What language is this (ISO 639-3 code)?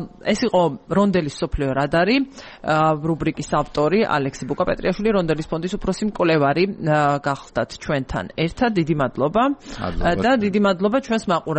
kat